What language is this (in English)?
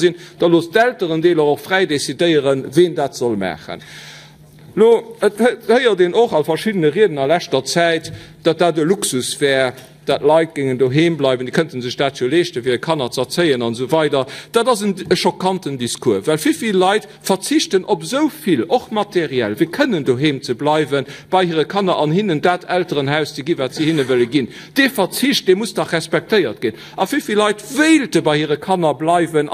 Luxembourgish